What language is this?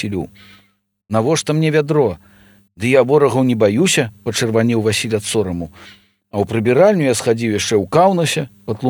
Belarusian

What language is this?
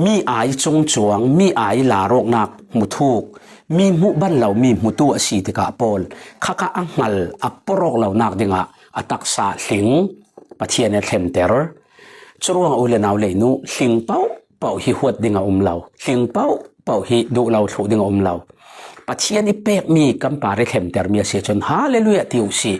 Falam Chin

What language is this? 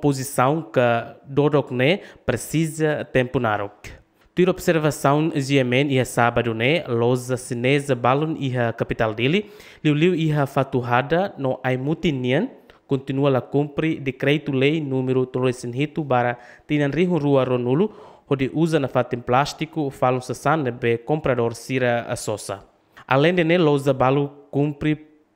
Tetum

